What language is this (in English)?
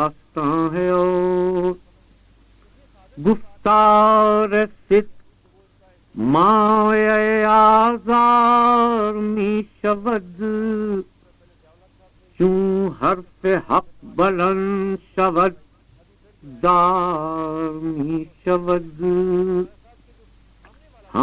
Urdu